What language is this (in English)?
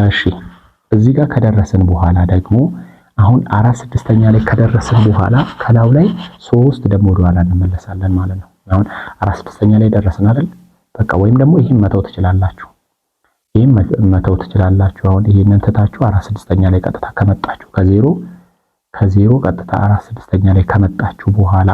Amharic